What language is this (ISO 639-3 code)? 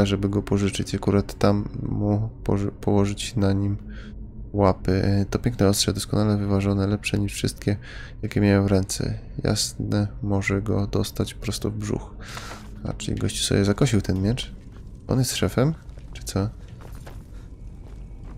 pol